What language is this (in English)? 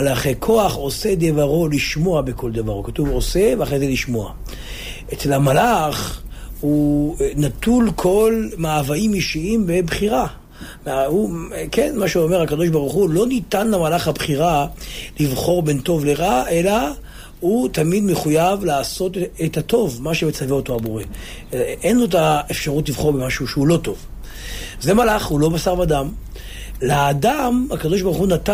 Hebrew